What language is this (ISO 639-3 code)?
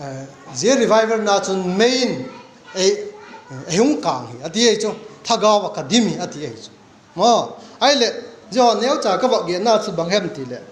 vap